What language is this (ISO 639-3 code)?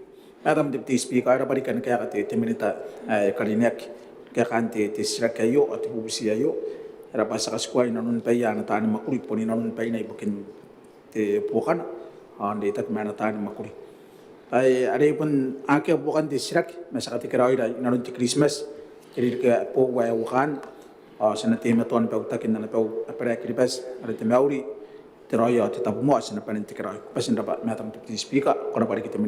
gil